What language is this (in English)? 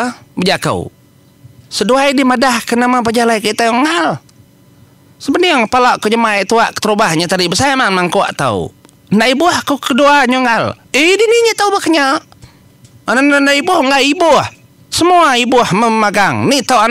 Iban